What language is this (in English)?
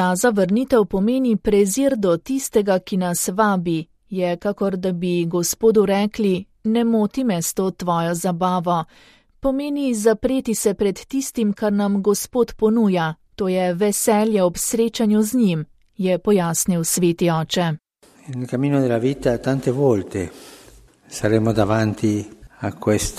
Slovenian